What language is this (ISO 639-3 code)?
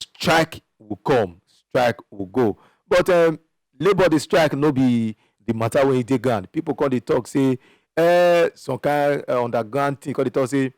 pcm